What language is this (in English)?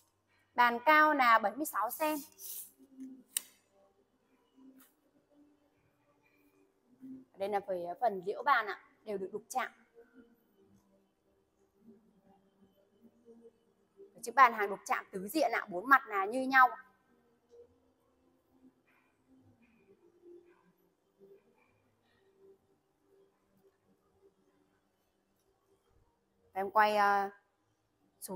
Vietnamese